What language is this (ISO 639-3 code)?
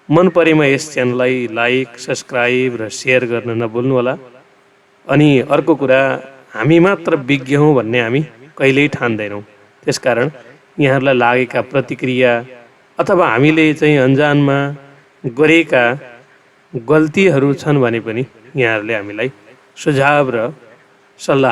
nep